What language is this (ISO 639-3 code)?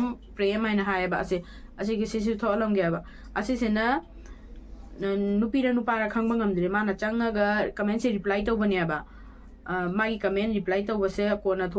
mni